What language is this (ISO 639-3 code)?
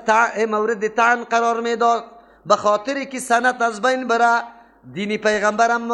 fas